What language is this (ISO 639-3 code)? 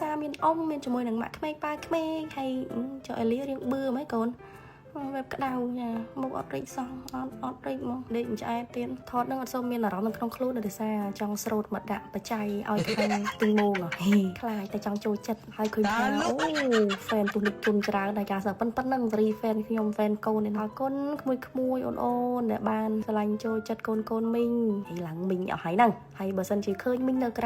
khm